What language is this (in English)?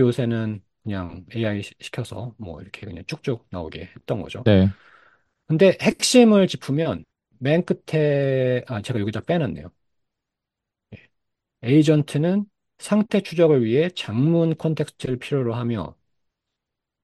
Korean